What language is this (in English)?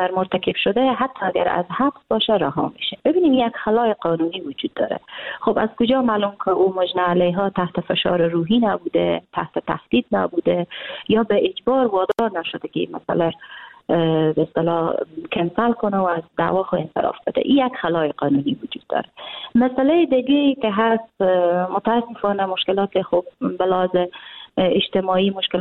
Persian